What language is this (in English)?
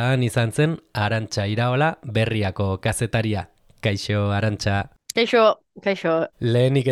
Basque